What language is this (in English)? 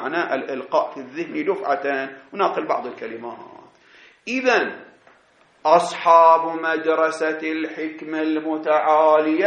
Arabic